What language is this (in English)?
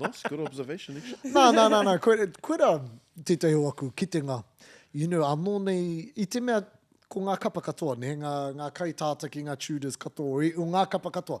Māori